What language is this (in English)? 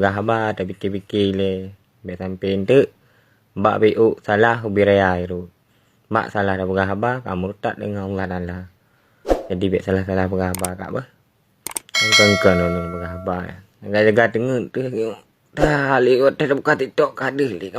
Achinese